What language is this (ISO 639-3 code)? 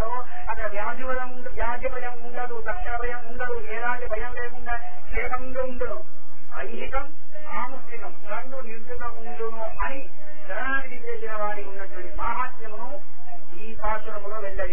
tel